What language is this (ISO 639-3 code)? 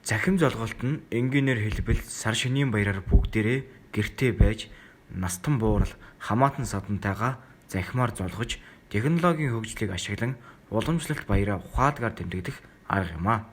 mon